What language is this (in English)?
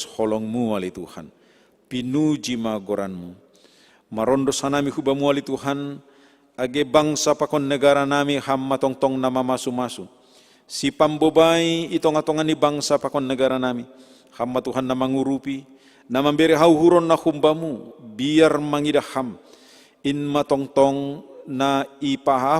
Batak Simalungun